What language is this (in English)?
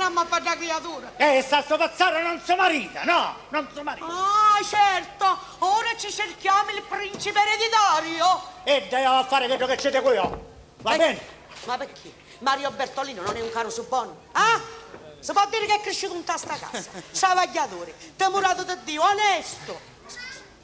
Sicilian